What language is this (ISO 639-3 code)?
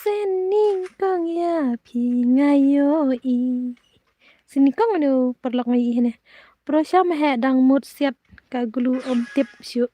kha